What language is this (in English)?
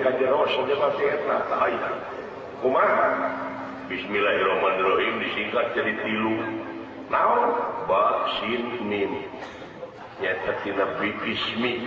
Sundanese